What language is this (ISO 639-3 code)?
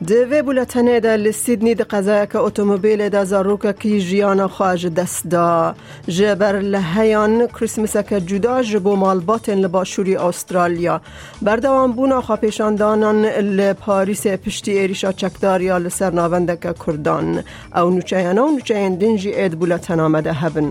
kur